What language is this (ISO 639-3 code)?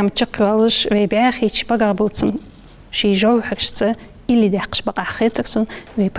inh